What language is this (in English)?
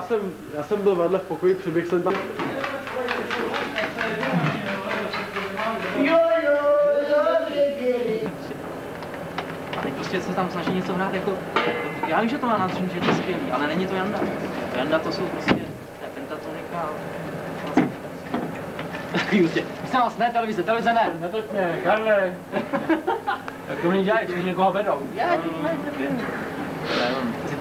Czech